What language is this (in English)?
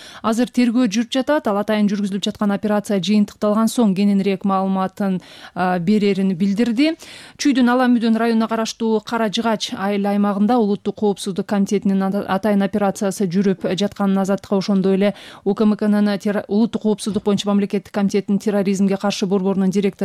Kyrgyz